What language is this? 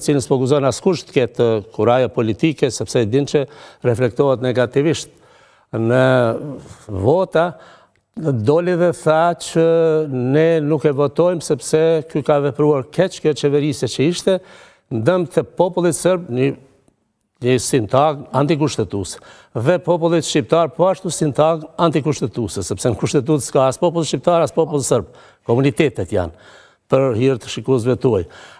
Albanian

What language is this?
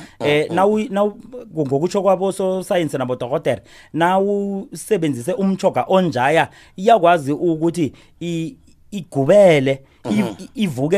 South Ndebele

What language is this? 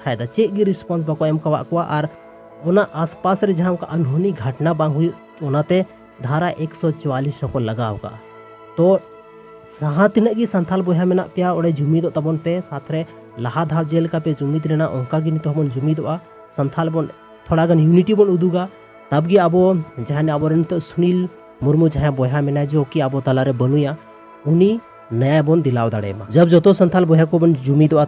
Santali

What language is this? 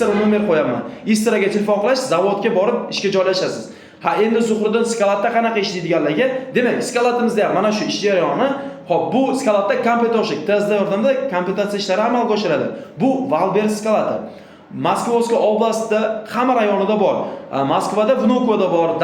Uzbek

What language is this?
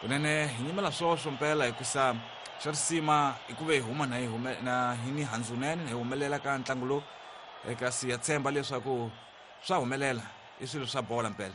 Tsonga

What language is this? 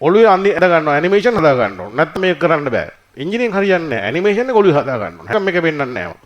Sinhala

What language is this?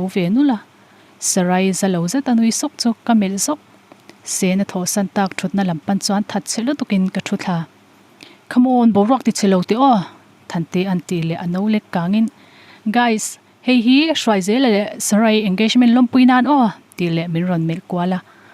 Mizo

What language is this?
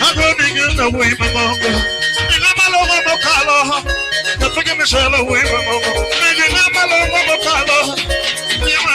Luo (Kenya and Tanzania)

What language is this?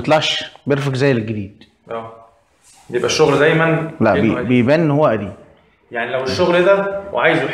Egyptian Arabic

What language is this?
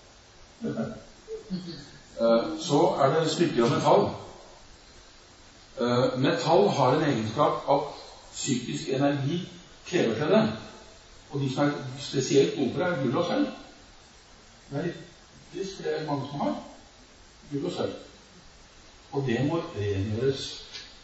Norwegian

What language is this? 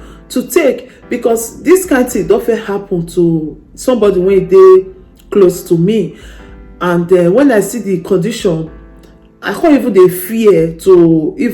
Nigerian Pidgin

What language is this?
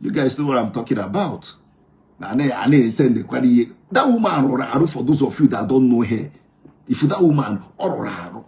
Igbo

